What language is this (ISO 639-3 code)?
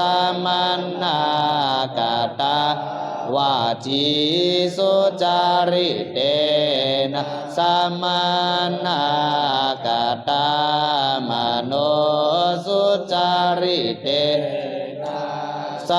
pli